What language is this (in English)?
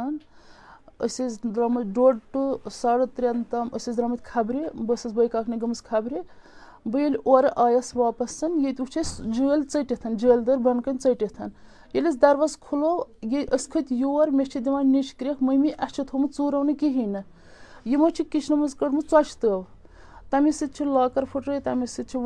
Kashmiri